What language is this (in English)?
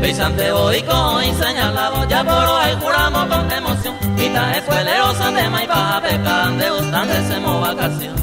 Guarani